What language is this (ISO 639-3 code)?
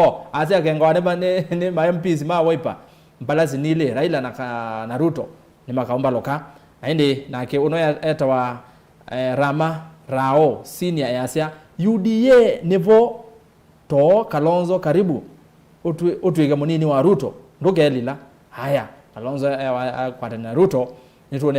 kam